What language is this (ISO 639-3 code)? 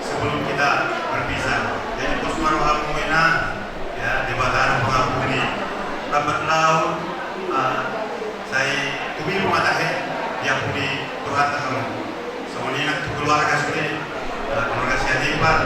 bbc